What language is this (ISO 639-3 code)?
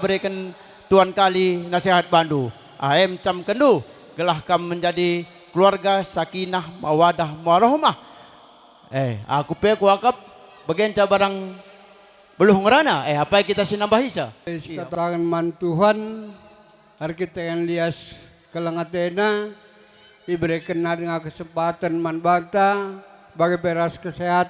btx